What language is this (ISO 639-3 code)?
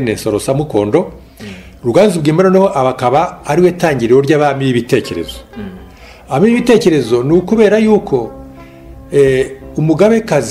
kin